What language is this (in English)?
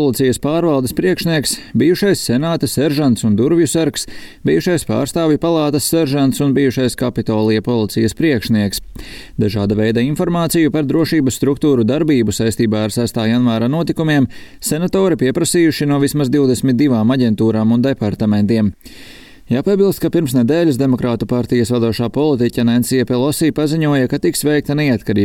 Latvian